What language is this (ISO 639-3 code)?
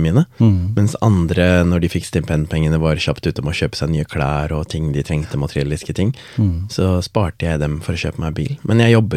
nor